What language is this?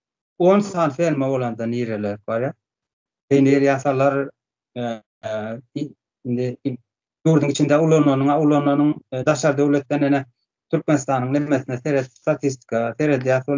Turkmen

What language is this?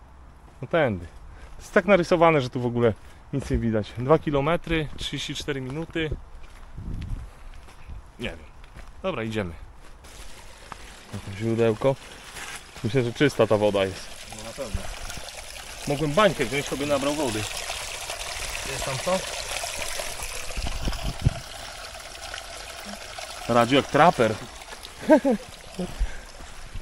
Polish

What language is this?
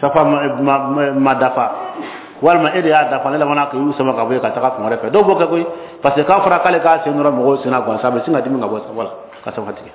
Bambara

